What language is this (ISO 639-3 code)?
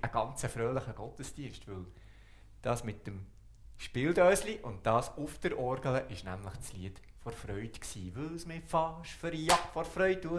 gsw